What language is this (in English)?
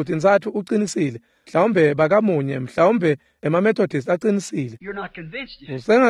Swati